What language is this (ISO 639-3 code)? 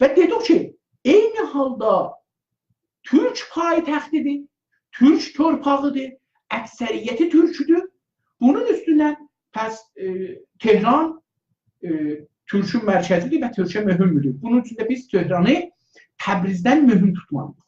azb